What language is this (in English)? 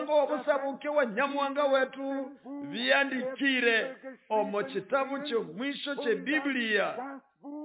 Nande